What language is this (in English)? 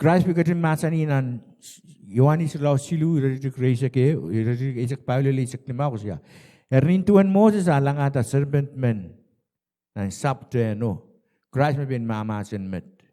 Pohnpeian